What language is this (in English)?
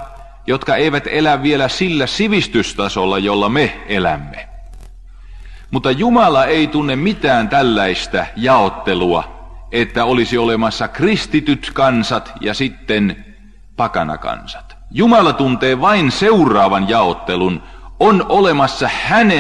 Finnish